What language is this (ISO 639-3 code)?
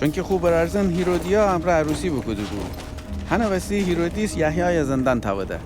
glk